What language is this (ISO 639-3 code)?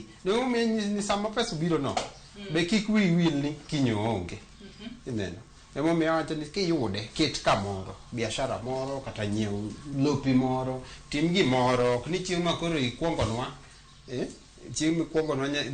luo